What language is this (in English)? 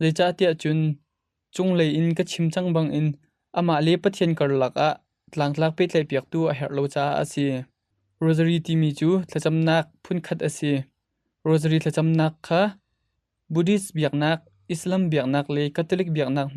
Hakha Chin